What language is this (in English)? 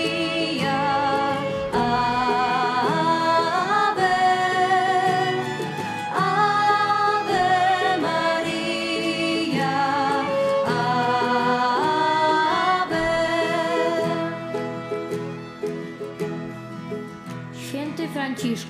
Polish